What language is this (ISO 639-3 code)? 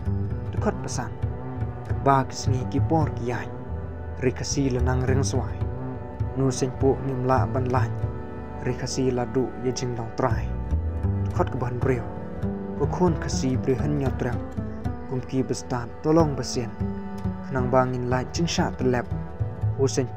kha